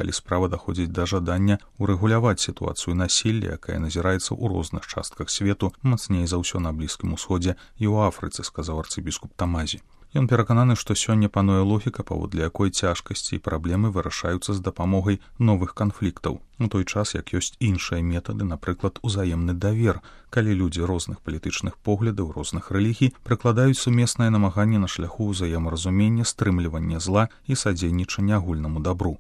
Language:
Belarusian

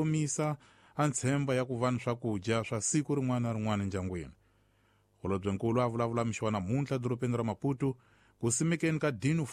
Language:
Tsonga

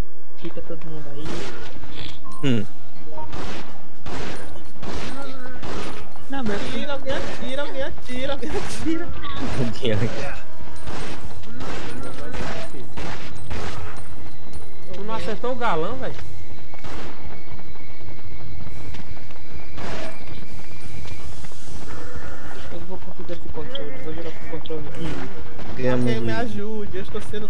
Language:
Portuguese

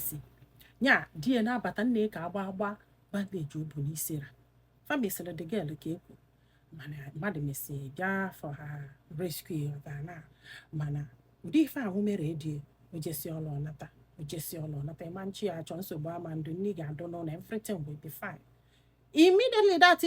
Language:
Igbo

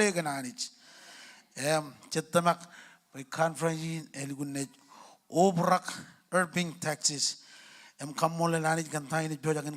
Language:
Marshallese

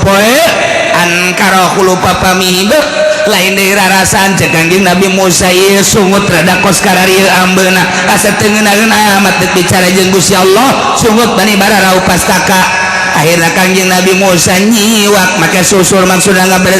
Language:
Sundanese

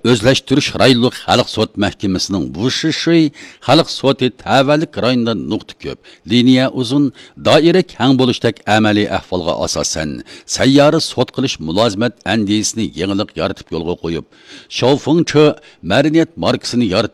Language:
Uyghur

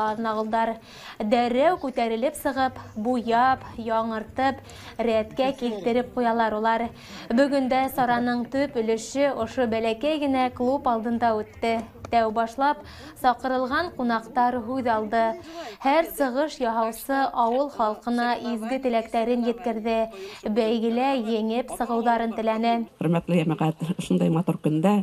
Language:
Bashkir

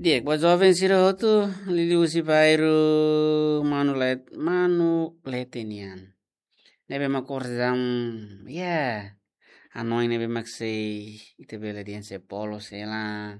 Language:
Tetum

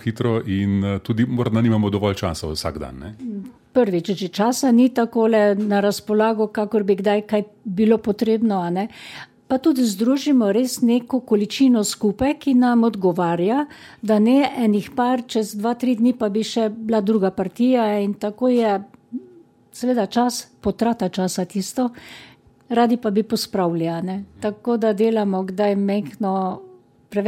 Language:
Slovenian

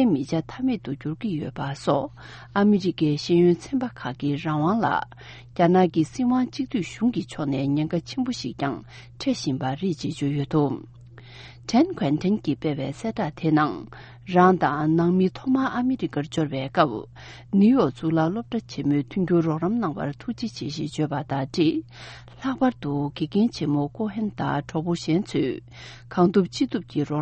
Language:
Tibetan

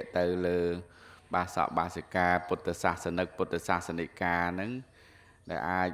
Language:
Khmer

